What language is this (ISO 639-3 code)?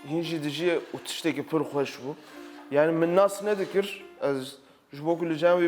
kur